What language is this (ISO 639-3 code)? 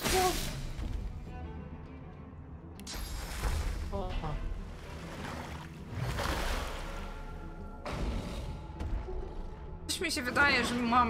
pol